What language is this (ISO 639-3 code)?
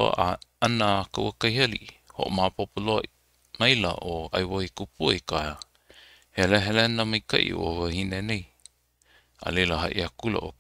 haw